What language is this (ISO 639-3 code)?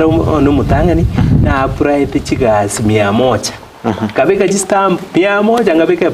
guz